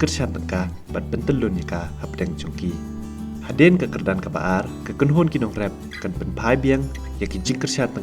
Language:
Khasi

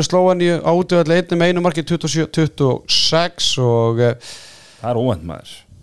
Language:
Icelandic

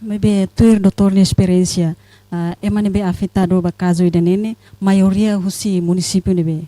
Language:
Tetum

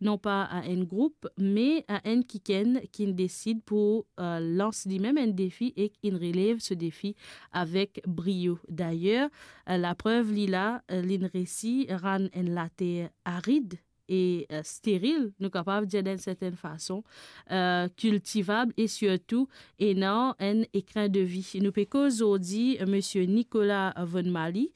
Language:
Morisyen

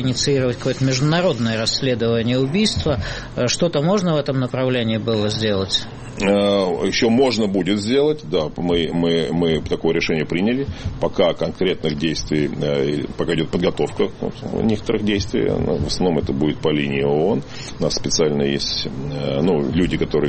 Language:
Russian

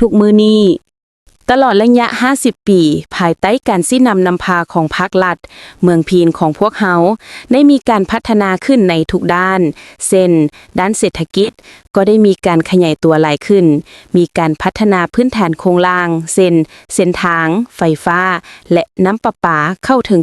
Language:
Lao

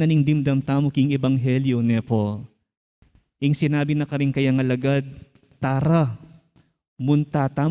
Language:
Pampanga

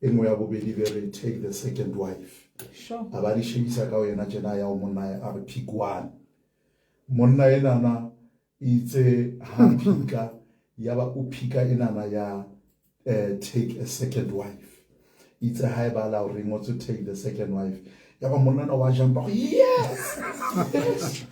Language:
Southern Sotho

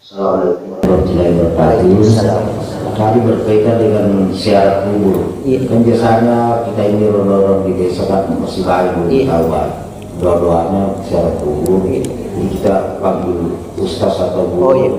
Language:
Buginese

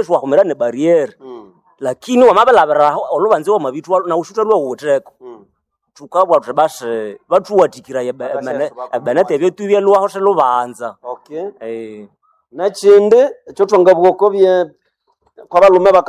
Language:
Nande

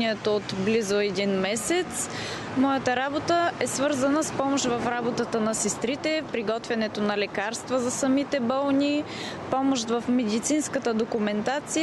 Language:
Bulgarian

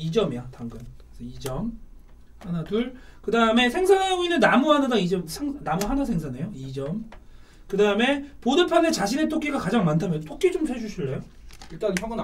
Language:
Korean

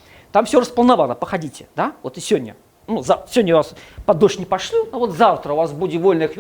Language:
Belarusian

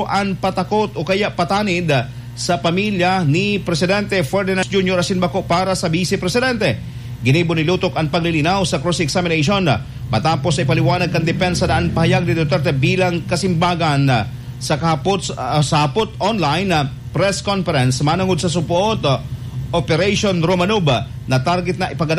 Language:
Bikol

